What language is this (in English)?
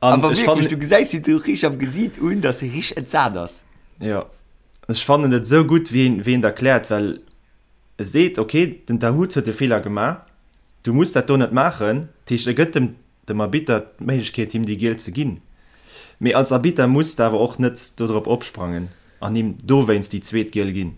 Luxembourgish